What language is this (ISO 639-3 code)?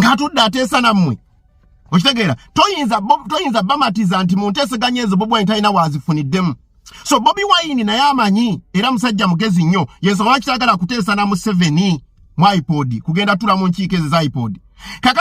lug